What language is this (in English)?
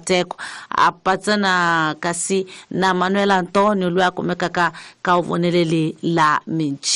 Tsonga